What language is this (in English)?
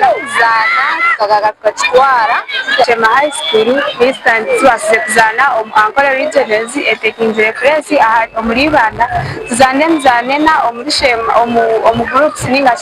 Nyankole